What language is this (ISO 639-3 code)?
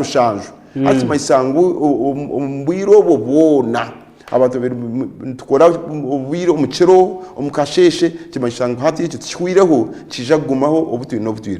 nyn